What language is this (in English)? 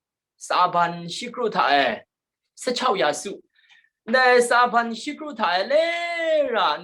Kachin